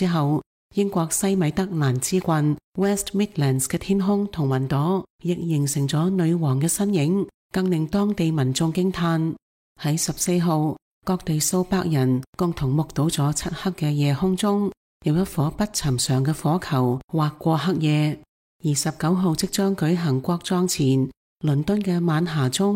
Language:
Cantonese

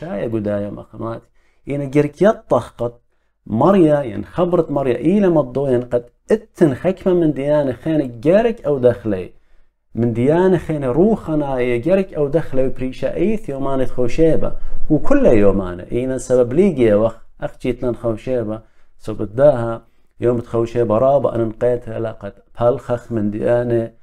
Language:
Assyrian Neo-Aramaic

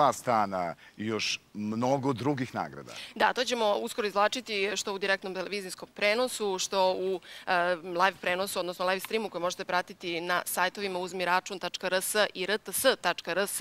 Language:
Serbian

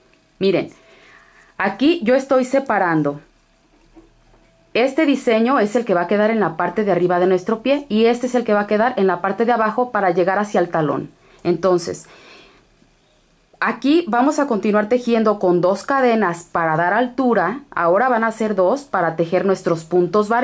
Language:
Spanish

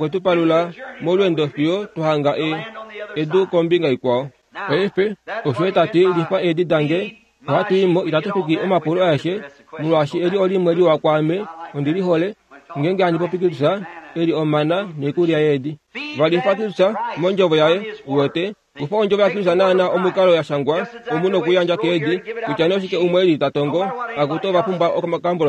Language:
Kuanyama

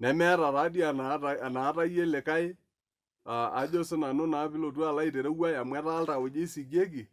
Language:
Masai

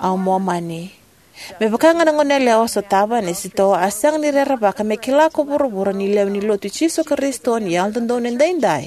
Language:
Fijian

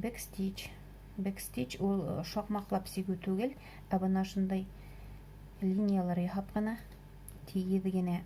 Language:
Bashkir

